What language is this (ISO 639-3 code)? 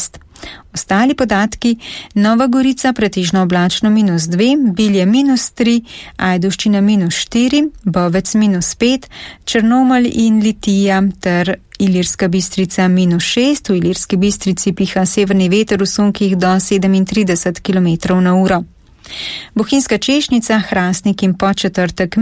slv